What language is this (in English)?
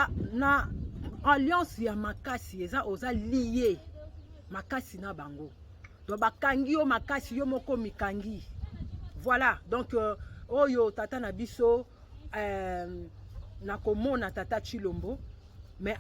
Lingala